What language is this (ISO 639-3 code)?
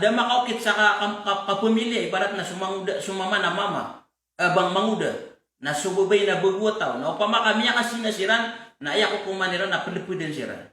mrw